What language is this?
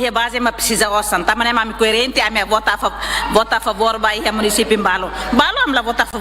Tetum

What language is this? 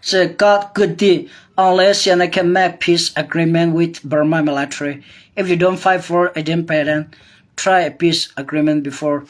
Hakha Chin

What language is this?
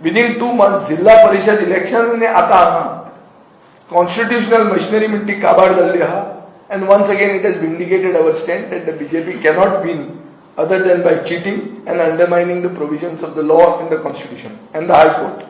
Konkani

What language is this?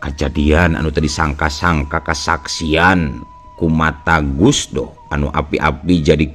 Sundanese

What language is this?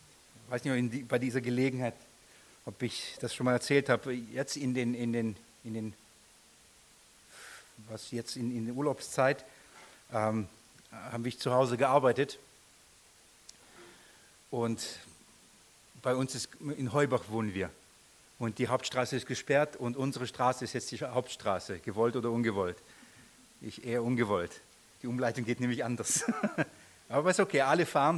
German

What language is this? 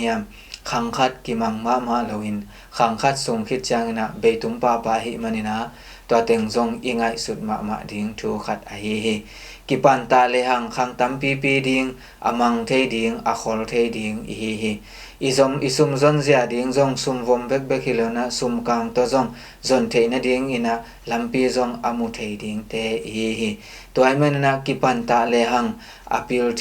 Tedim Chin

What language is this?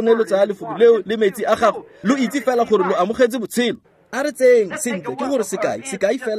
Tswana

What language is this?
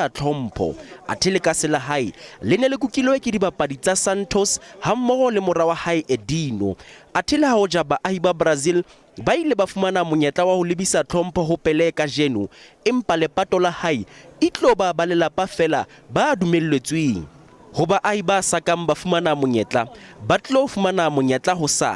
Southern Sotho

